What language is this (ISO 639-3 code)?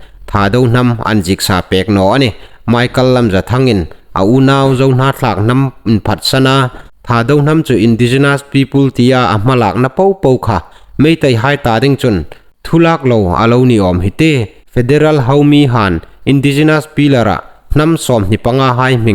hmr